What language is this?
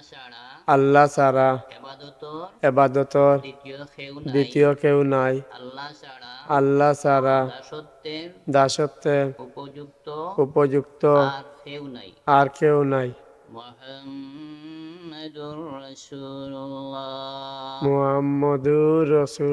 Sylheti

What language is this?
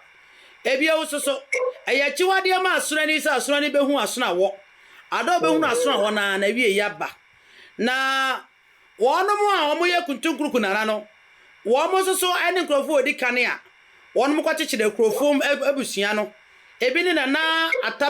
Akan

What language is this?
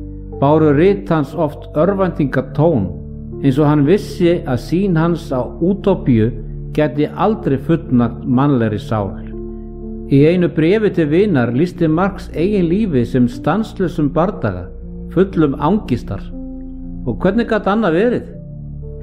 Icelandic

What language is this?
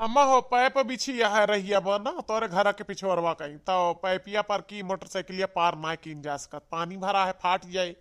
Awadhi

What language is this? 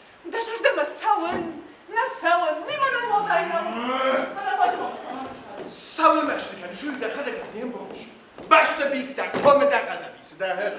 Ossetic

